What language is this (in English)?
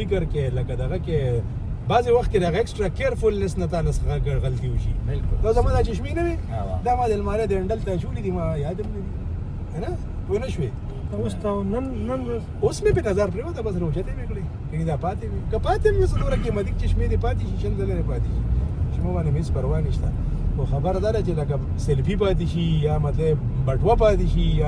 Pashto